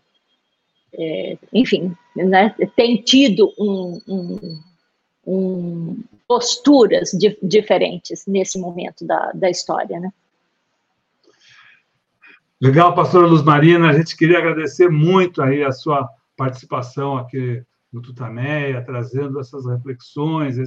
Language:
Portuguese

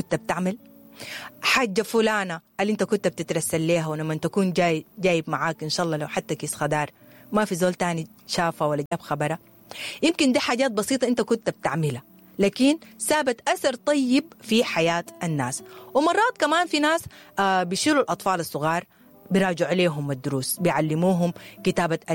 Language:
Sudanese Arabic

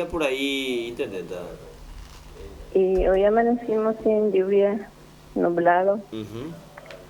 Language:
Spanish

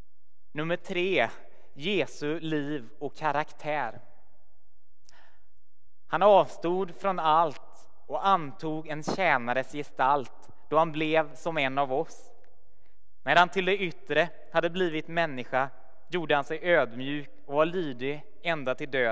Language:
Swedish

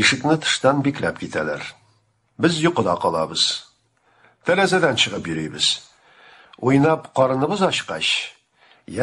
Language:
Tatar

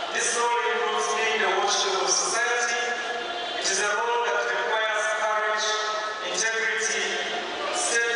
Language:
Nyankole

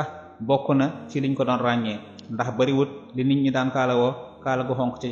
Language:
Wolof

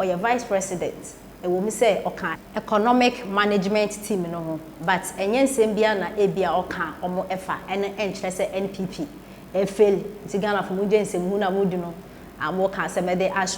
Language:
Akan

